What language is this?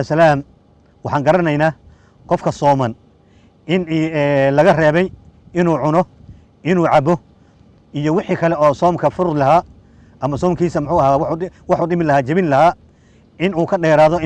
Somali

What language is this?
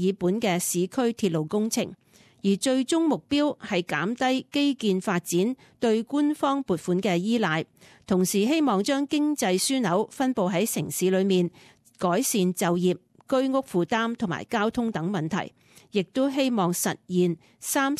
Cantonese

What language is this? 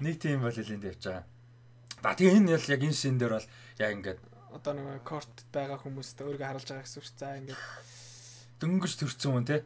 Mongolian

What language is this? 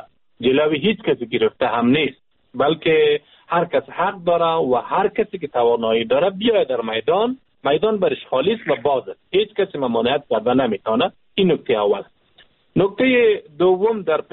Persian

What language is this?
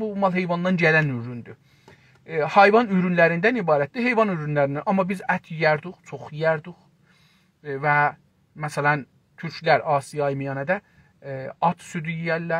South Azerbaijani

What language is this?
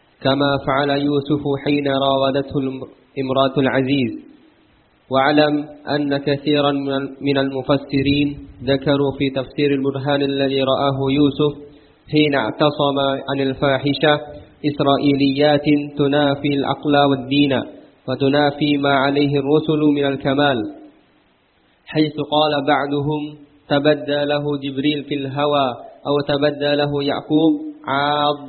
Arabic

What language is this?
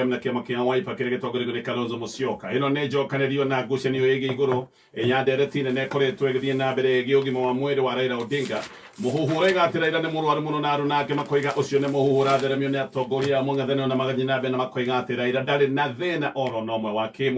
Kikuyu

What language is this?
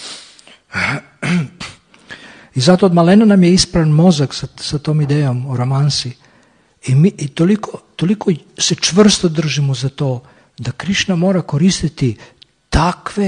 Serbian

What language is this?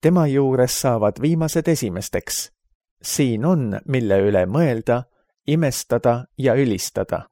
Estonian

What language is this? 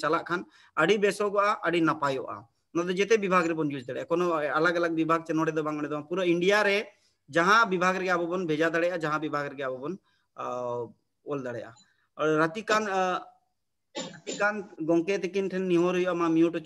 Santali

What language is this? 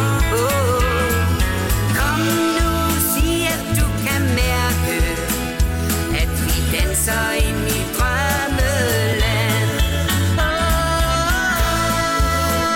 Danish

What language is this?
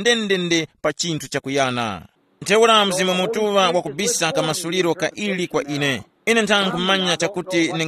Tumbuka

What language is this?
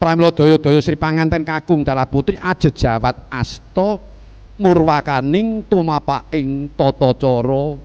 Javanese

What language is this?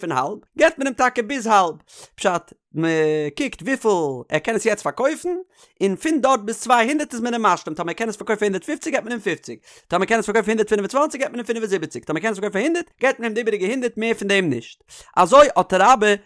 Yiddish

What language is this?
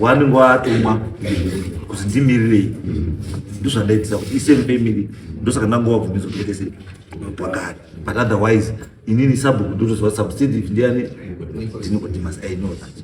Shona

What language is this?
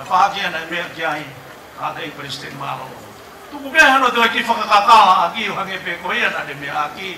Tongan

